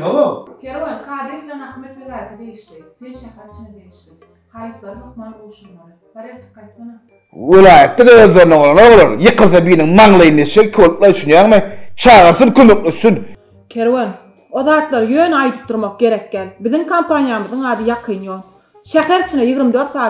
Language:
Turkmen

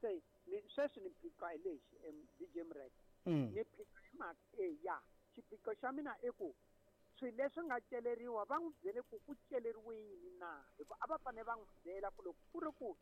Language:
Tsonga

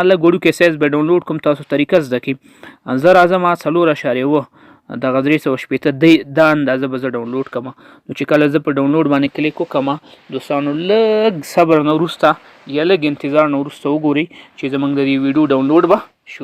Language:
Pashto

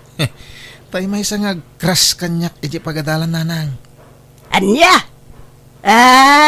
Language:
Iloko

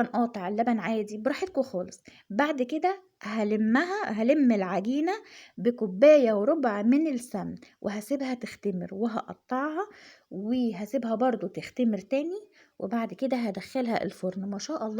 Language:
Egyptian Arabic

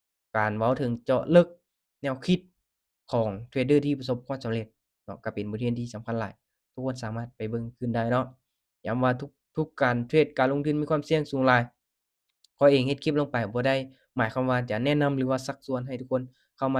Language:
Lao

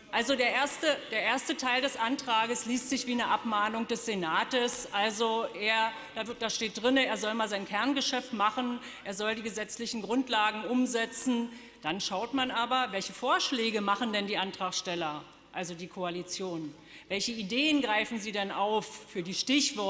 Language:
German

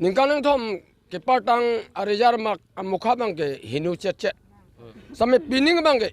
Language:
Karbi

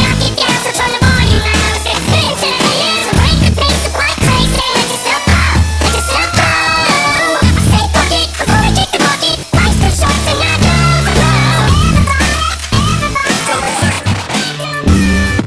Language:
English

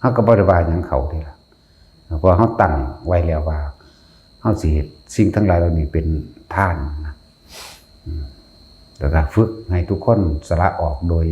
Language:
Northeastern Thai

